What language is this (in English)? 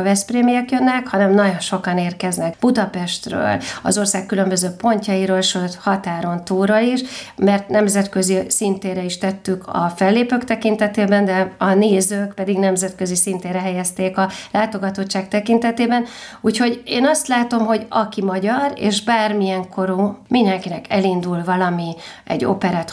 Hungarian